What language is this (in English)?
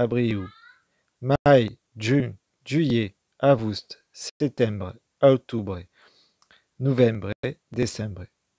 Occitan